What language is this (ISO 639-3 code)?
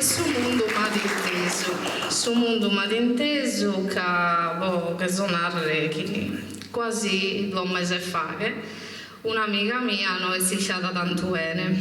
srd